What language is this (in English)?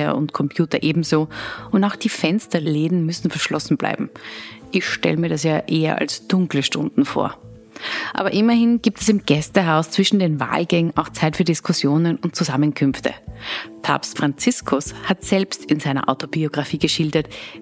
German